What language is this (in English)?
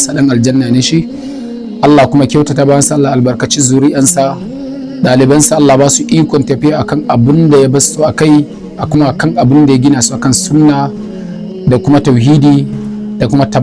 Hausa